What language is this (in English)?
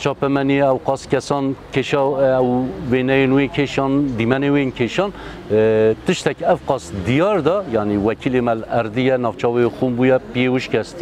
Kurdish